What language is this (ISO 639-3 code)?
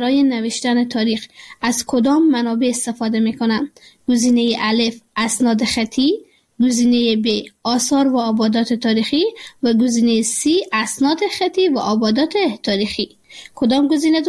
fas